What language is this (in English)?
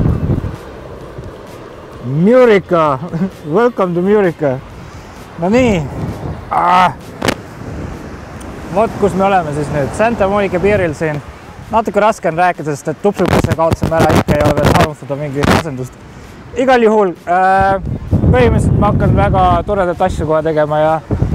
Estonian